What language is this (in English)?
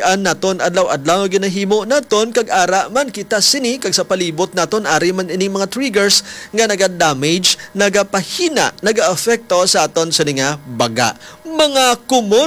Hiligaynon